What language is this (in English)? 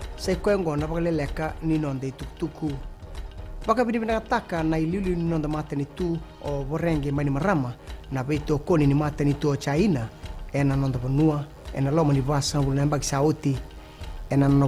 Fijian